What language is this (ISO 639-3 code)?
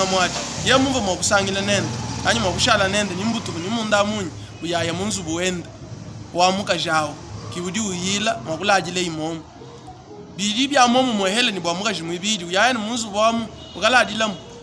lua